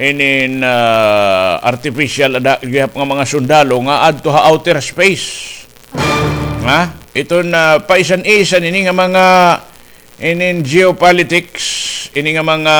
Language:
Waray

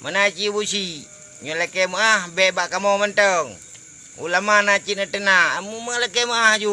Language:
Achinese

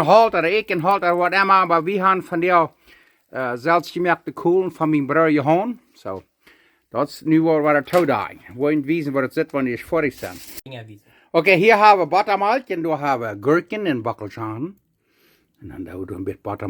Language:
Plautdietsch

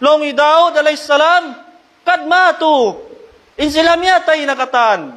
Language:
Tausug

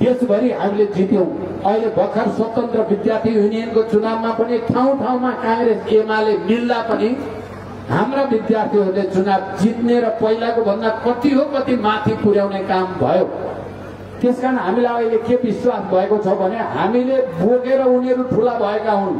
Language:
Nepali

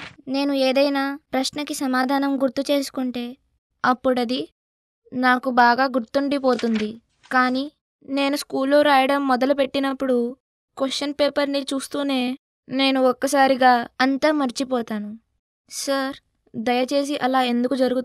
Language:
Telugu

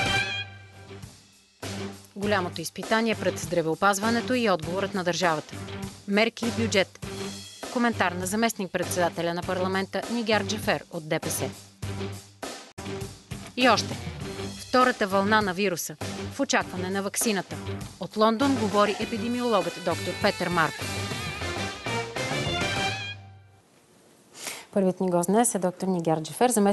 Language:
Bulgarian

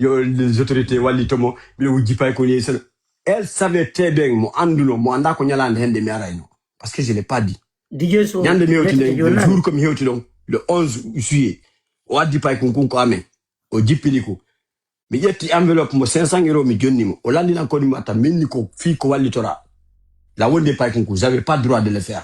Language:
Fula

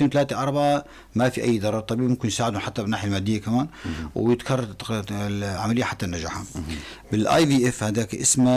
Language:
North Levantine Arabic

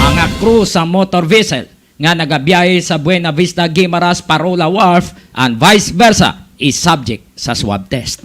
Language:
Hiligaynon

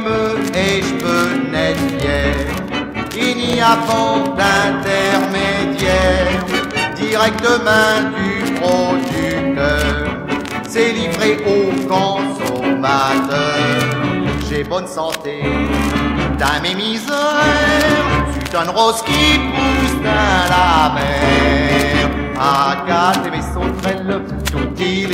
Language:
Picard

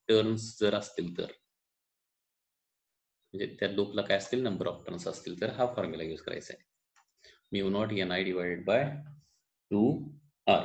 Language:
Marathi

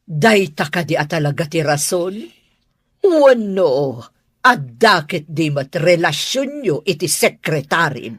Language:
Iloko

